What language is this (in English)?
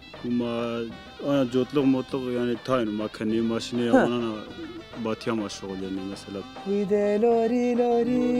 Zaza